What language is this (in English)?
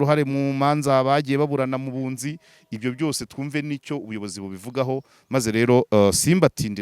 Kinyarwanda